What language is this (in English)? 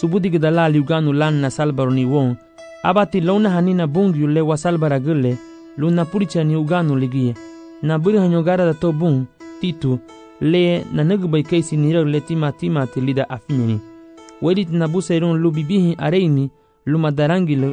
Garifuna